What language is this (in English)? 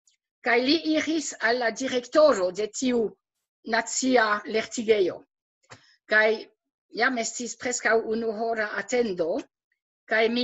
Esperanto